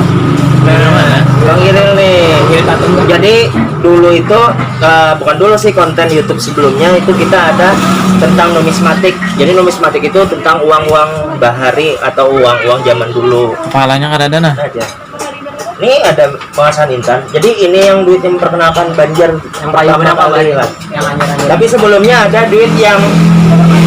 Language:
Banjar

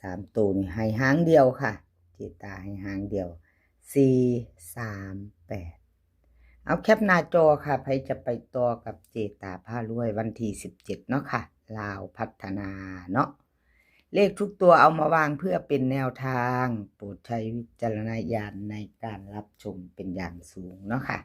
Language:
Northeastern Thai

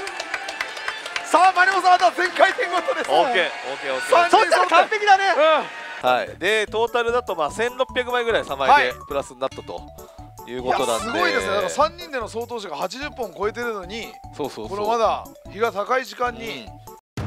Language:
Japanese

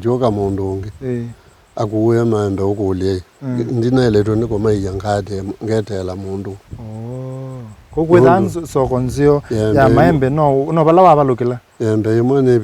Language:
Kamba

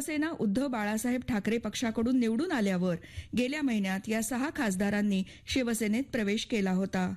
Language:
Marathi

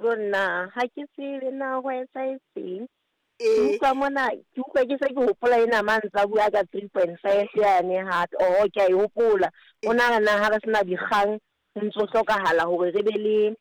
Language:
Southern Sotho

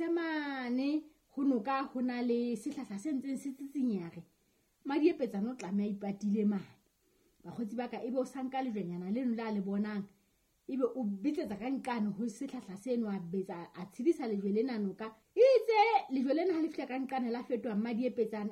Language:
Southern Sotho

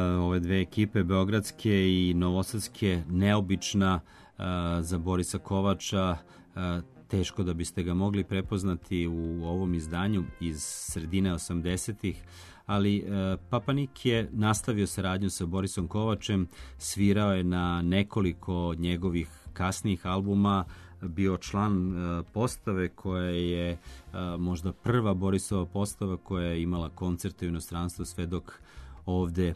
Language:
Serbian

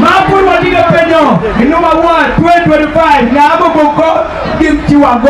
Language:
Acoli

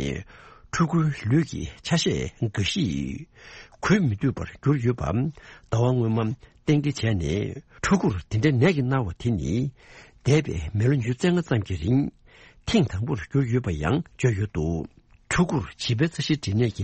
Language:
Tibetan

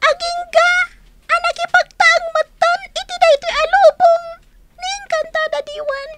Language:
Iloko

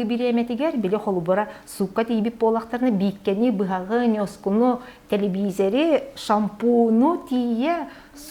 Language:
Yakut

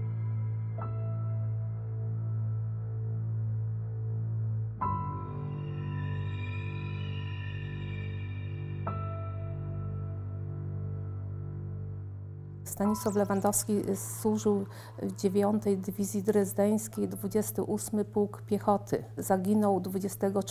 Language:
Polish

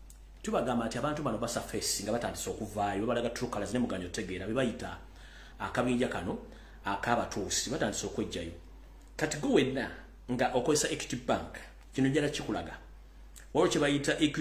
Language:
Ganda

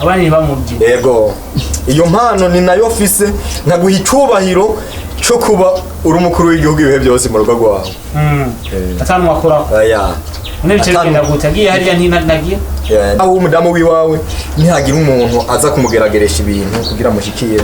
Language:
Rundi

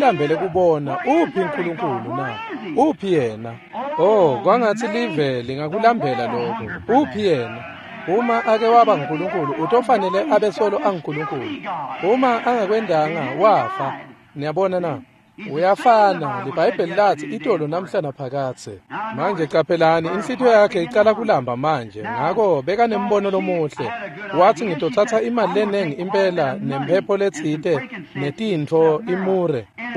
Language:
Swati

